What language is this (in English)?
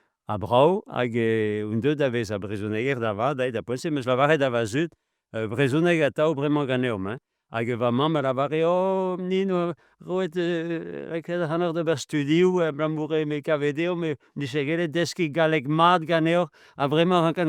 Breton